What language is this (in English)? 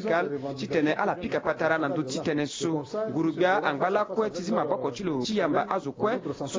Sango